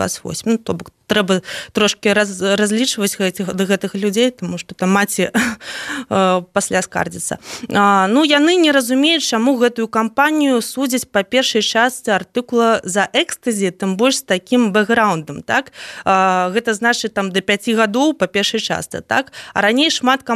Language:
Belarusian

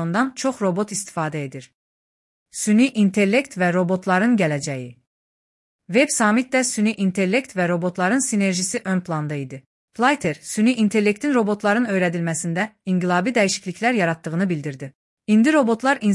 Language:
Azerbaijani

